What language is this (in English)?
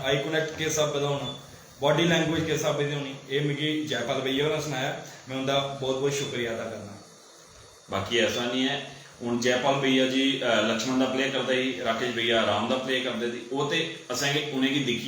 Dogri